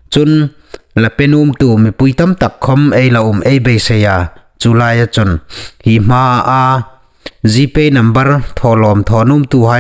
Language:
Hmar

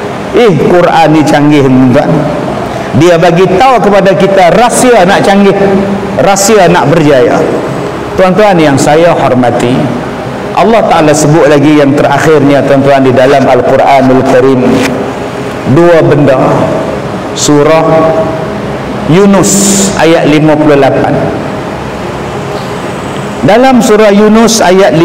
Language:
Malay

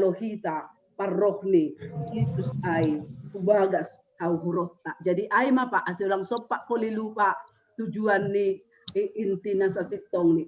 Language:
Batak Simalungun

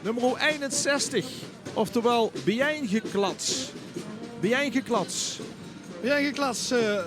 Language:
Limburgish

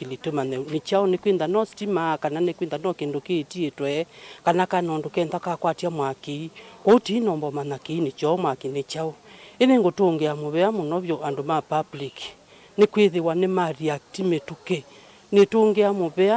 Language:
Kamba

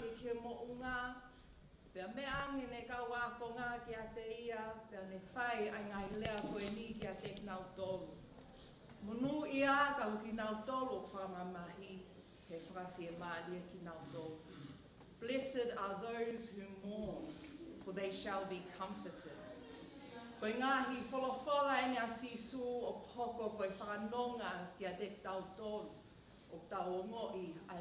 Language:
Tongan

